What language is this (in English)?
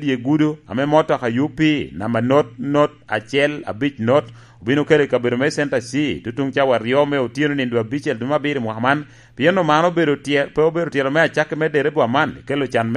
Lango (Uganda)